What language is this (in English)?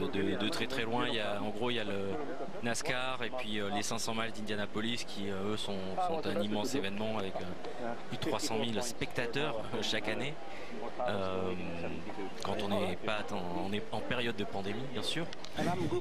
French